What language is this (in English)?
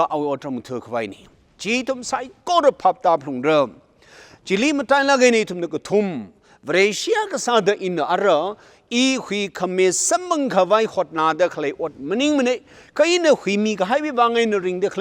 Tangkhul Naga (India)